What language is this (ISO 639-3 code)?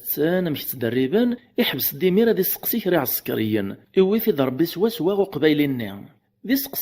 kab